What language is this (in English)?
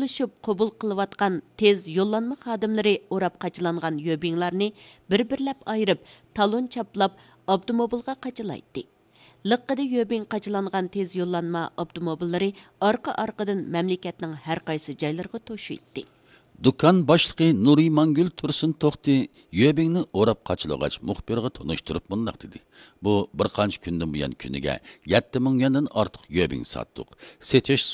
Uyghur